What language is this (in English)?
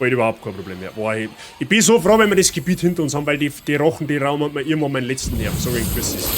Bavarian